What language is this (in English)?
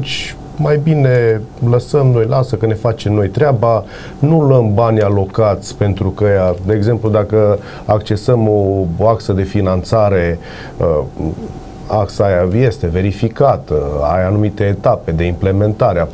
Romanian